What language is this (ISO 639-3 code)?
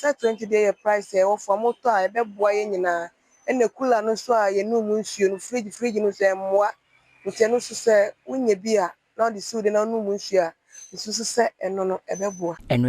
aka